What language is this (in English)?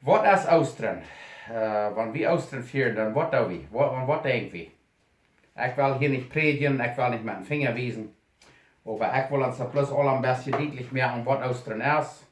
Plautdietsch